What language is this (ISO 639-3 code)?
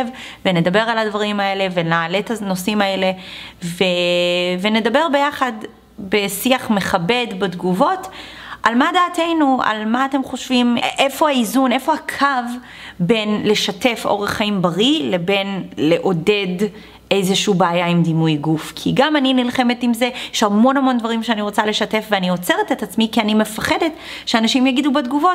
heb